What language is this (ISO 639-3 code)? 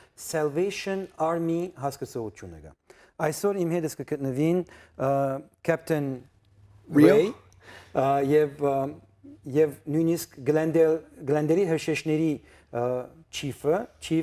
hyw